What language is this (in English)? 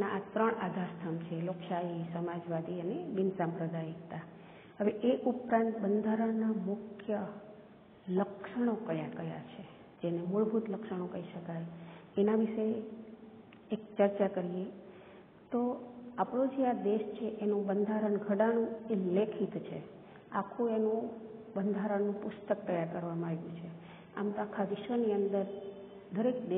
Gujarati